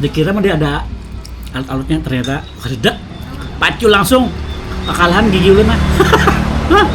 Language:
Banjar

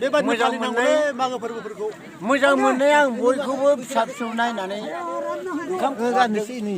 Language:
Bodo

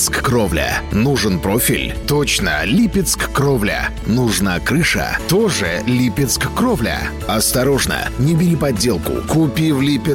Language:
Russian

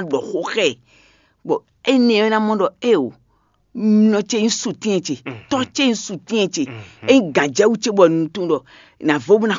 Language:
Fon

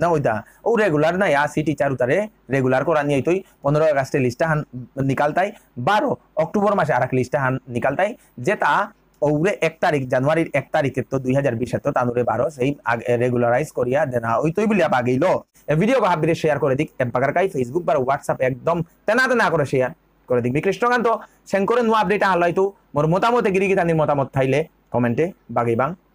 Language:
Bishnupriya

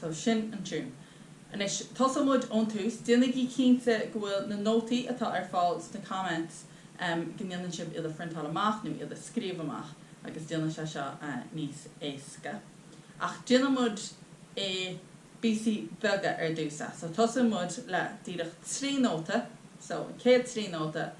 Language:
Irish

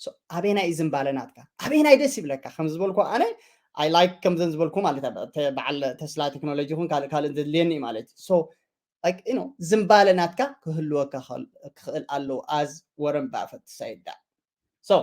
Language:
Tigrinya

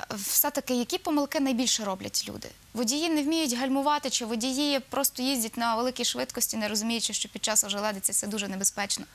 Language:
Ukrainian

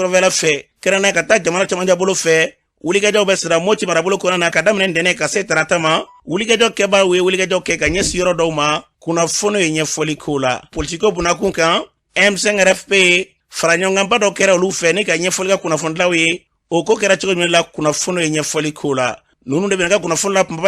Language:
Bambara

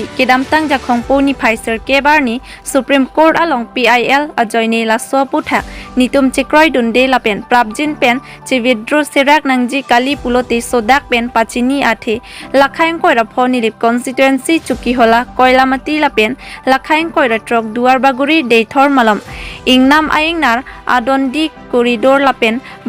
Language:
Karbi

